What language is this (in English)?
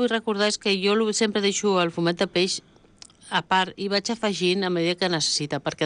Catalan